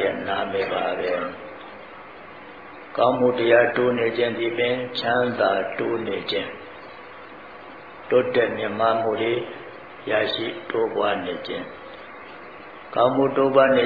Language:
Burmese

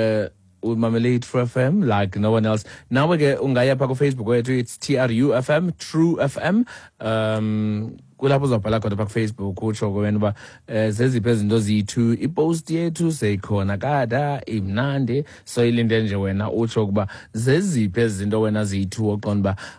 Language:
Xhosa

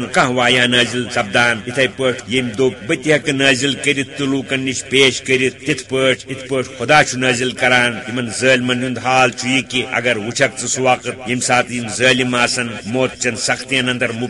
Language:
Kashmiri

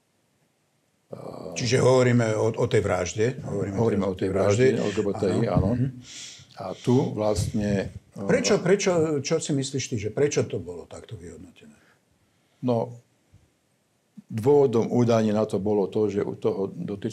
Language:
Slovak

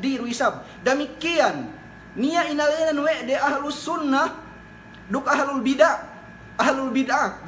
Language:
Yakan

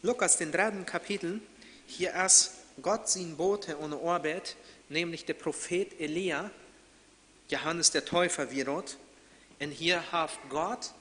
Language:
Plautdietsch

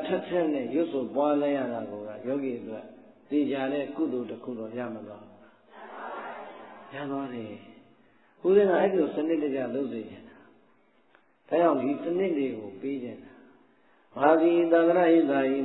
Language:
Burmese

